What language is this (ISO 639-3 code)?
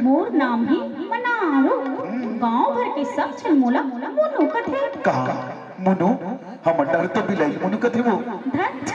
hne